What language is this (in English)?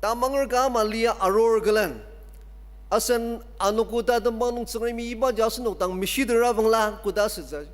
Ao Naga